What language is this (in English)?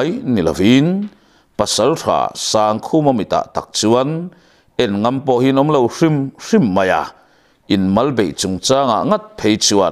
Mizo